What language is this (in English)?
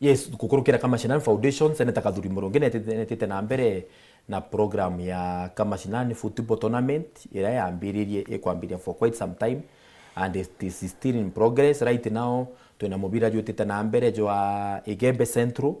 Meru